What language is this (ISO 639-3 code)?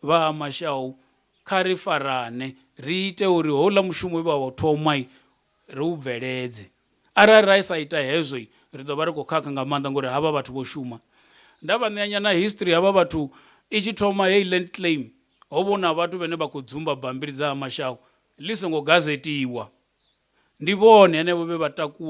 ven